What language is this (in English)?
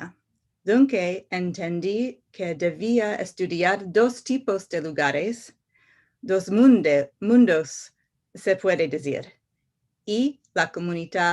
Ladino